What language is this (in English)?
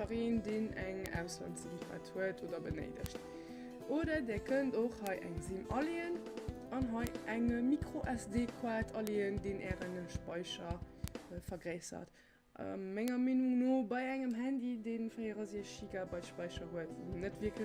Luxembourgish